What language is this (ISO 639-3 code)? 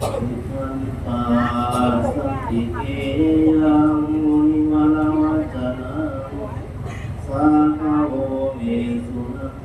pli